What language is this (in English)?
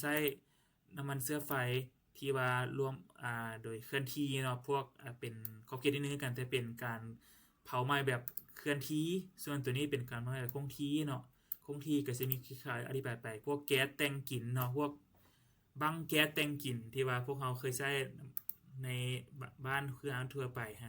Lao